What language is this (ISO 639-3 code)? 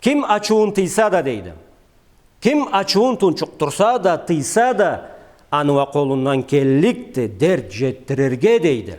krc